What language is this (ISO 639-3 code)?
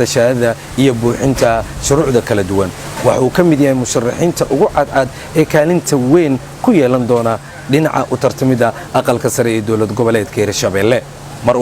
som